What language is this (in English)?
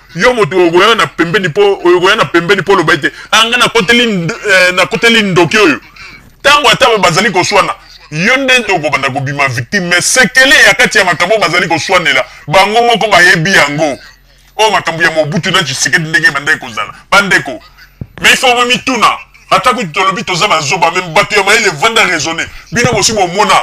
Lingala